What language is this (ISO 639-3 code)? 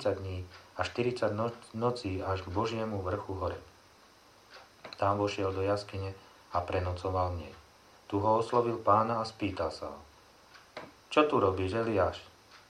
slk